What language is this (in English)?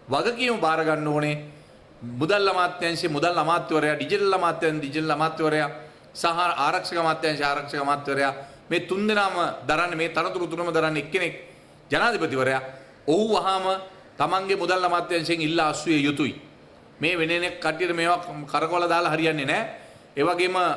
Sinhala